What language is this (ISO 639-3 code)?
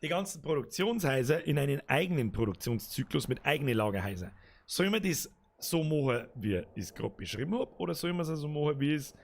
bar